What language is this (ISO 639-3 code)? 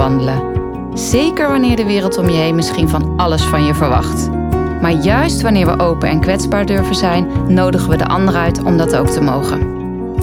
nld